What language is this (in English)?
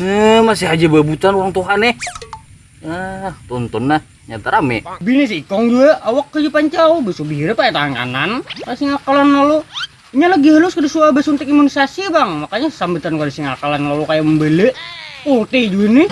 Banjar